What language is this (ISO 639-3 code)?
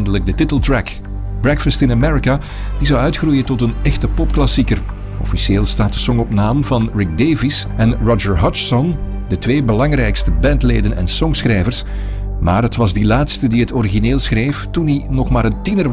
nld